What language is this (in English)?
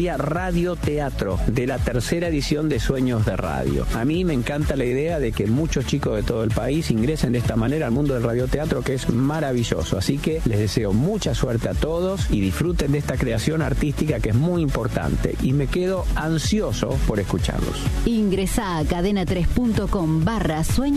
Spanish